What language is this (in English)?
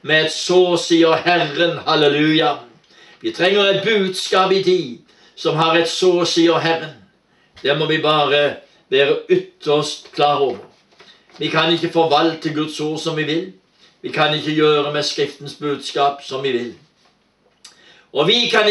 Norwegian